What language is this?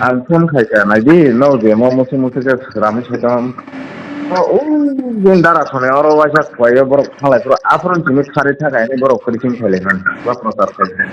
Kok Borok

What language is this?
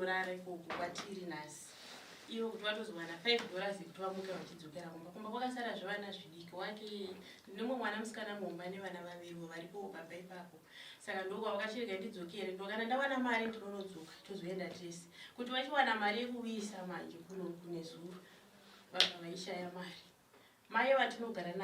Shona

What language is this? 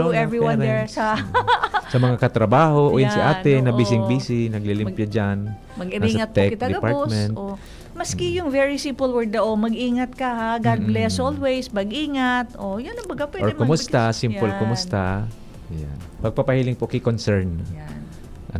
Bikol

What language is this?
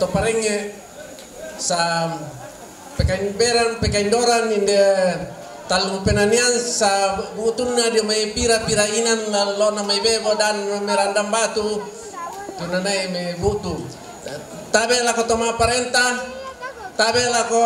Toraja-Sa'dan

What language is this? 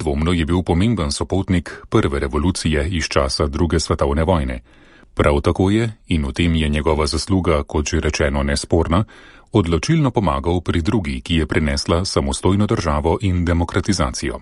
Slovenian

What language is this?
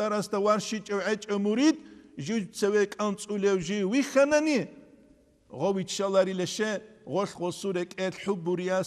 Avaric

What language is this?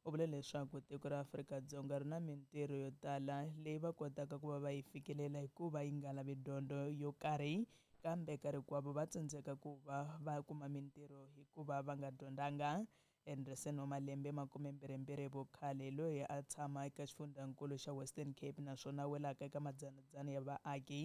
Tsonga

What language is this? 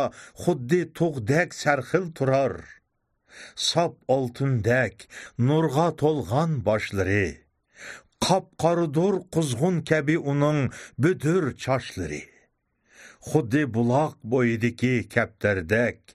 Uyghur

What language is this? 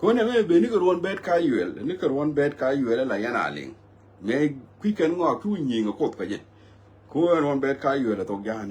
Nuer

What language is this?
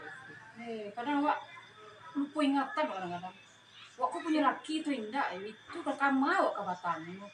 Minangkabau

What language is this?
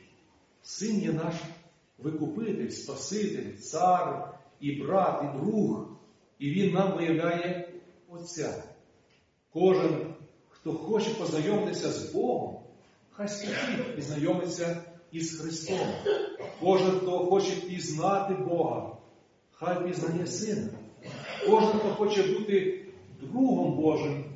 Ukrainian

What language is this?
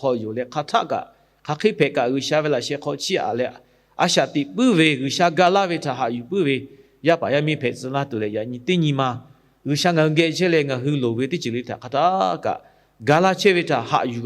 Lahu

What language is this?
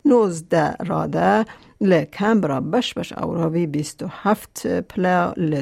Kurdish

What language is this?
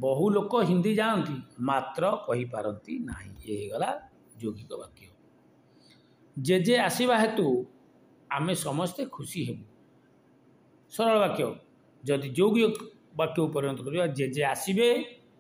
Odia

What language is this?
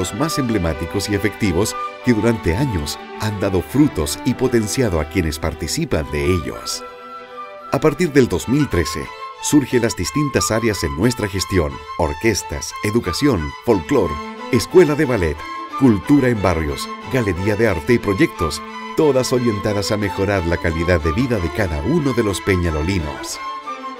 Spanish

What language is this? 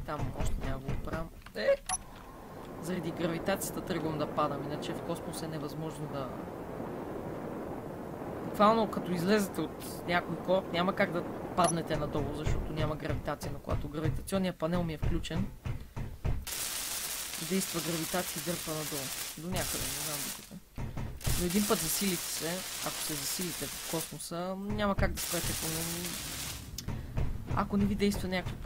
Bulgarian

